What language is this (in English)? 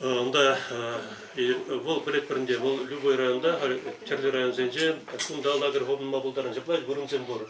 Chuvash